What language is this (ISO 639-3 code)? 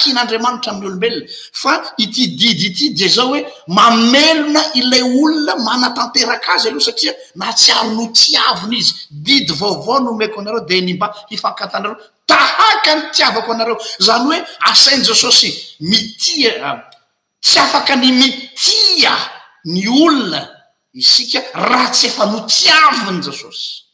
mlg